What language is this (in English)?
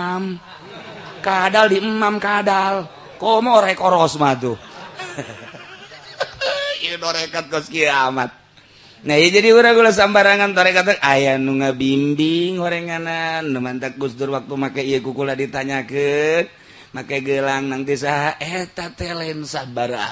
Sundanese